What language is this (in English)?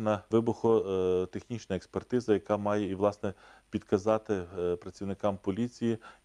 Ukrainian